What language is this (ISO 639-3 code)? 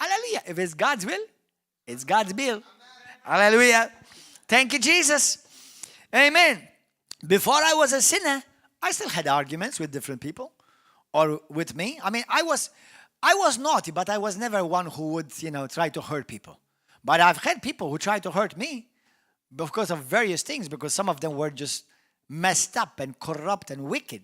eng